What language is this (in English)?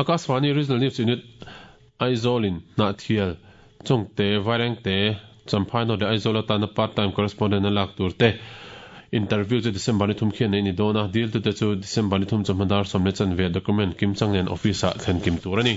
Mizo